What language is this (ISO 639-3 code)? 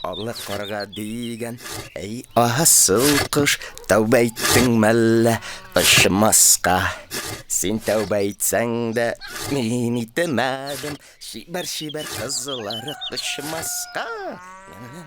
tat